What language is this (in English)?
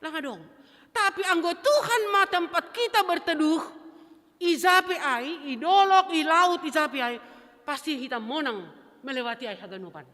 Batak Simalungun